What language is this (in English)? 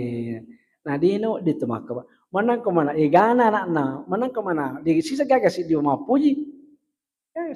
Buginese